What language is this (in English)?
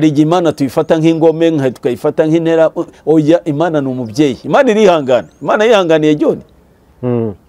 Kinyarwanda